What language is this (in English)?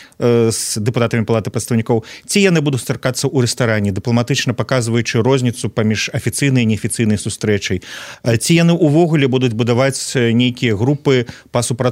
Belarusian